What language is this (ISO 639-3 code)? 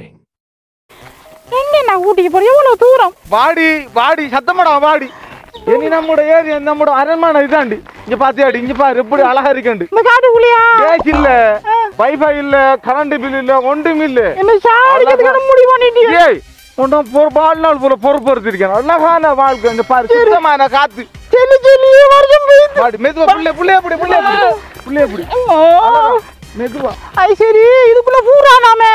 tam